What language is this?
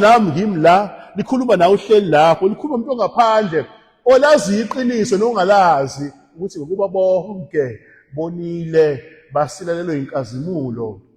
Zulu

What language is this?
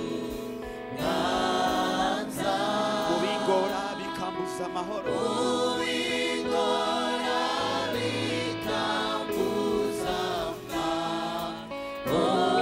Kinyarwanda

